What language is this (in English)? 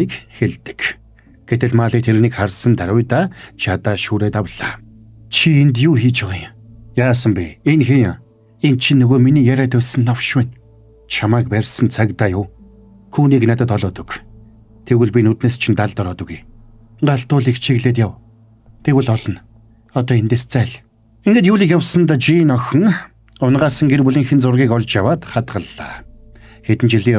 Mongolian